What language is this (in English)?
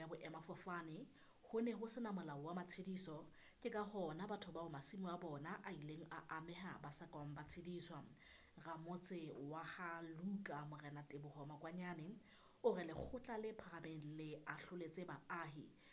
Southern Sotho